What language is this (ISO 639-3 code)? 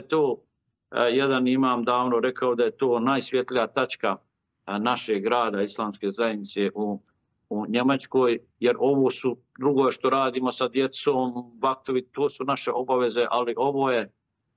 bos